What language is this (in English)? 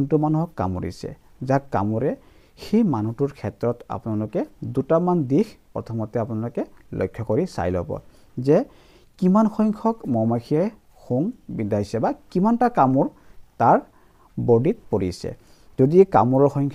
Assamese